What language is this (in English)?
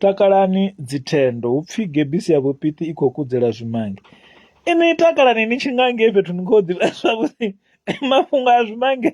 Venda